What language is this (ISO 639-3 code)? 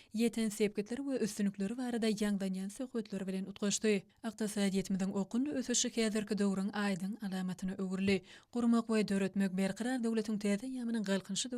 tuk